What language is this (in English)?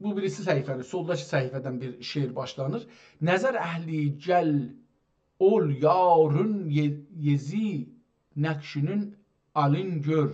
South Azerbaijani